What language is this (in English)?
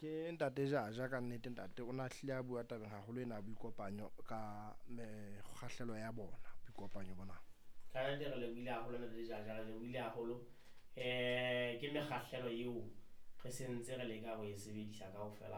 Southern Sotho